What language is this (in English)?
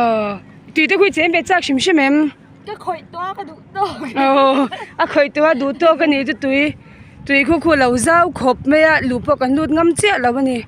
Mizo